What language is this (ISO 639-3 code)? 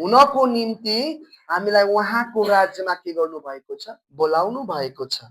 nep